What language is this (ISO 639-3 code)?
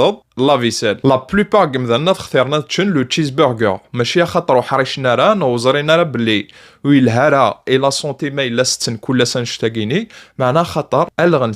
kab